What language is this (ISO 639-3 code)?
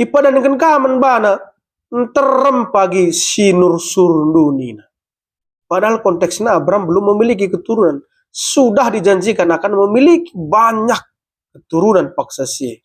btx